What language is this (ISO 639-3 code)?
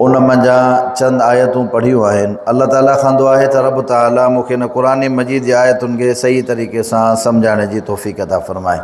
snd